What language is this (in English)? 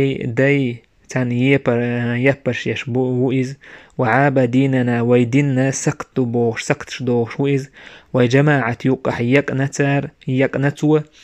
Chechen